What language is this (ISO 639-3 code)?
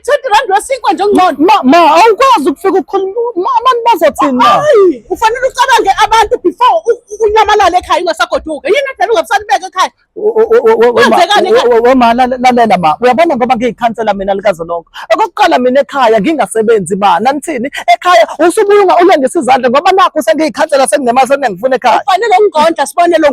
zul